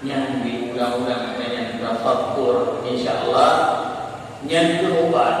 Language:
Achinese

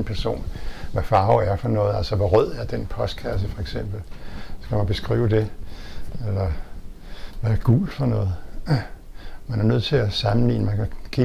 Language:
Danish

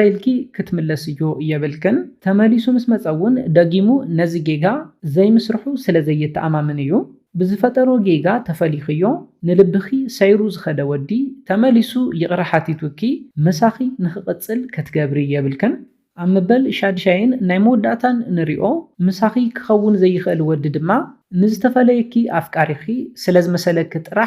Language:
Tigrinya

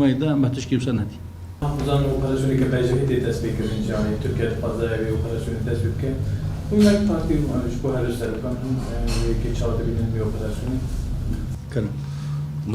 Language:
Kurdish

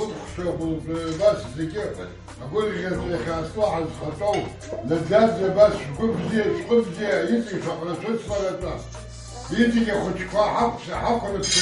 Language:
Abkhazian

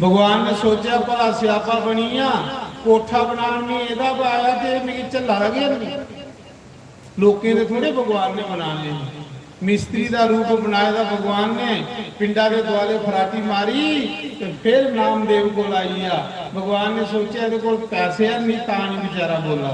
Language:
Dogri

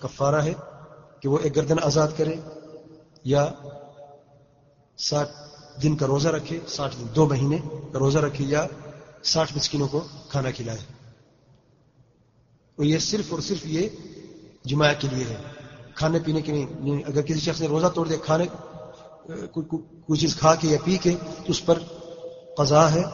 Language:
Urdu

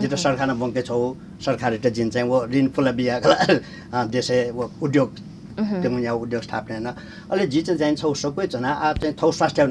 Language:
Newari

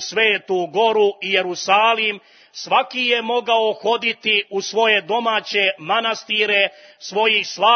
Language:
Croatian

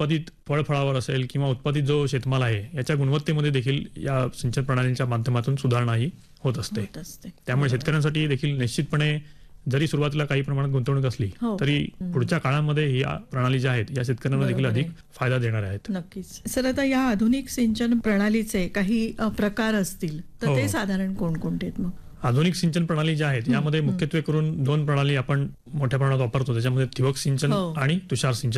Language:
Marathi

